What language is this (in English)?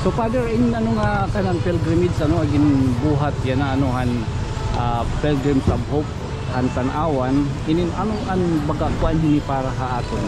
Waray